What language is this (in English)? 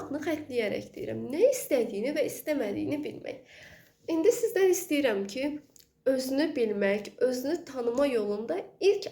Azerbaijani